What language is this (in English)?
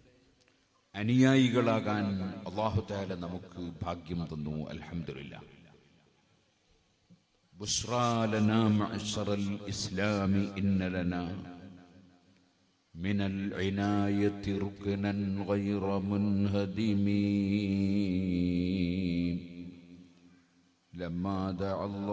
Malayalam